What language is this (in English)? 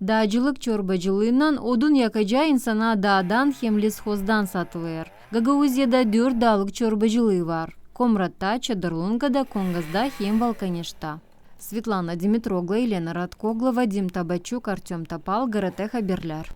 Gagauz